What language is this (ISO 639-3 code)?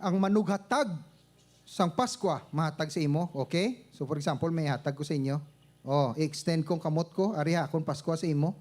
hil